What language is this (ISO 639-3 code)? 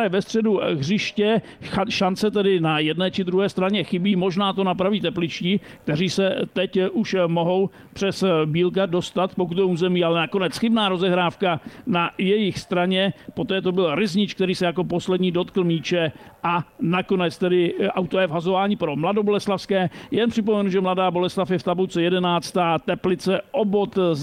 ces